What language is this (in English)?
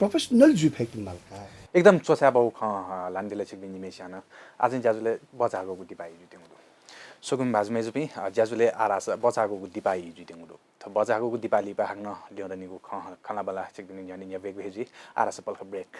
Newari